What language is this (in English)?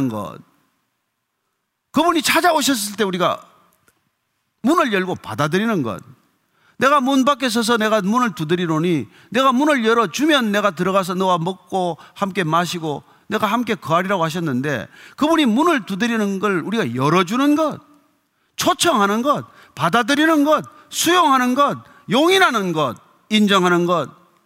Korean